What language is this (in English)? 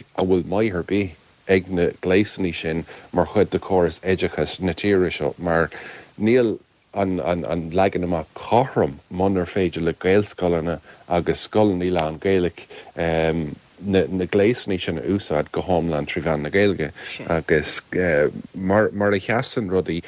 Irish